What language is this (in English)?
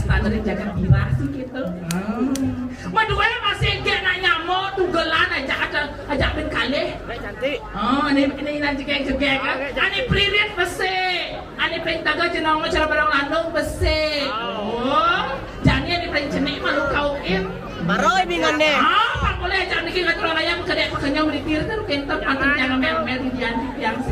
Balinese